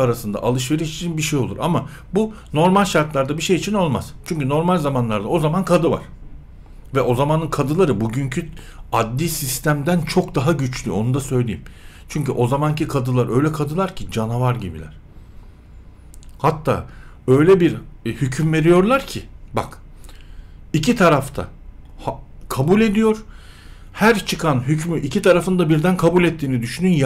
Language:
Turkish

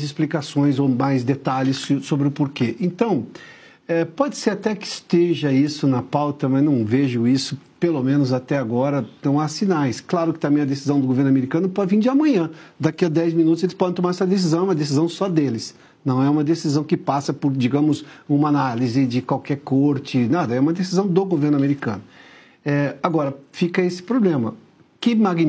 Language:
Portuguese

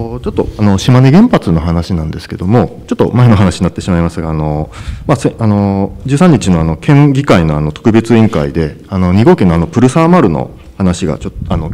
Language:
Japanese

